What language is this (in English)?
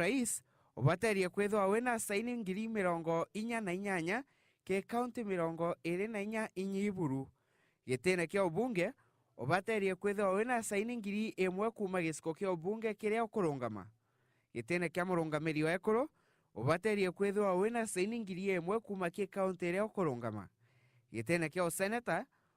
Meru